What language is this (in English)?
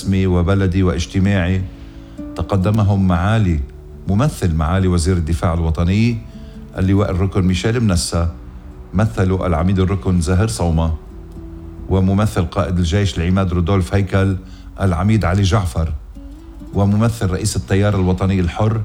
North Levantine Arabic